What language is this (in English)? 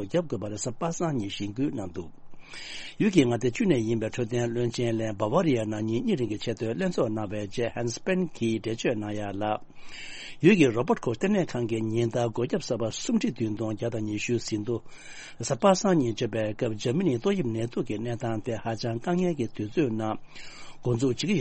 Tibetan